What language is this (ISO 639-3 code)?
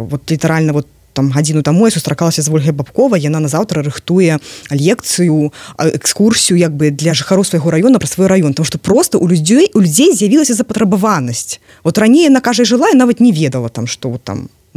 bel